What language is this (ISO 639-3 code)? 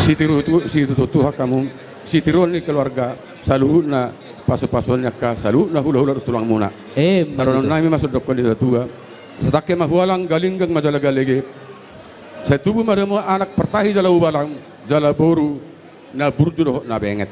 bbc